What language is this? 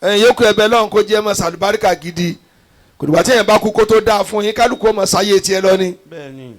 Yoruba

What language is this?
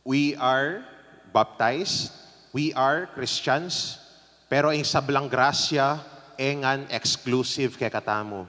Pampanga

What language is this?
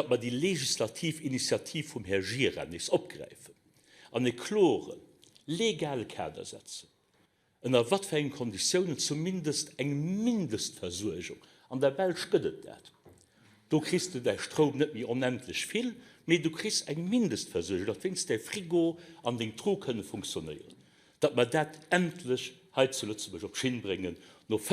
Luxembourgish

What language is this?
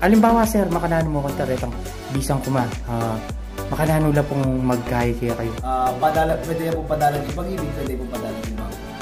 Pampanga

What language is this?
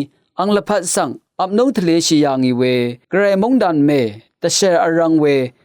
Rawang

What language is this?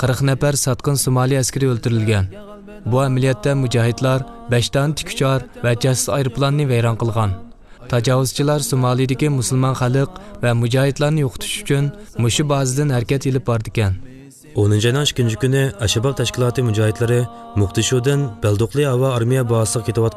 Uyghur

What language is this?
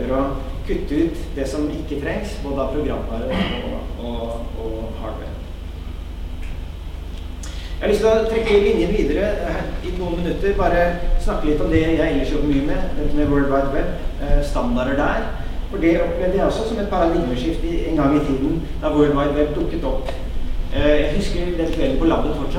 Norwegian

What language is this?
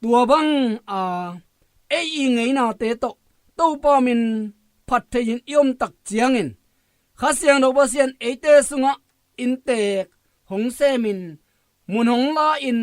Tedim Chin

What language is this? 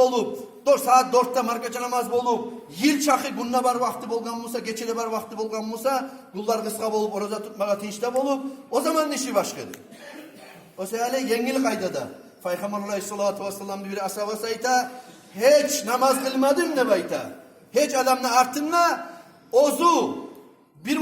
Kumyk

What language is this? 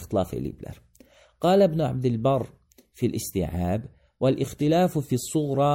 Azerbaijani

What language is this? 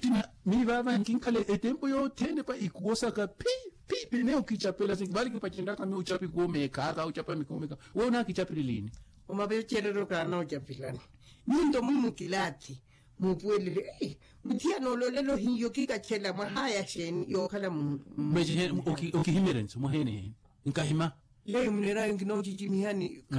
Makhuwa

